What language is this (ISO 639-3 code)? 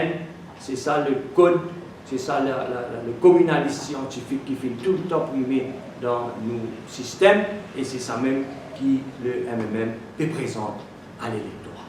mfe